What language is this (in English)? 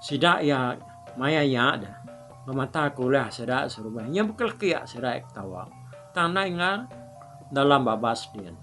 Iban